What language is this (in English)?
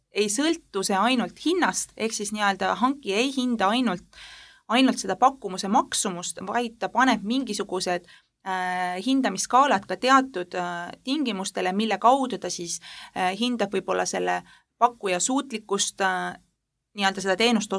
Estonian